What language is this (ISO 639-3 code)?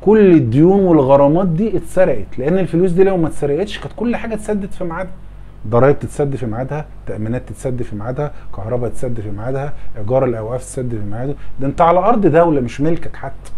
arz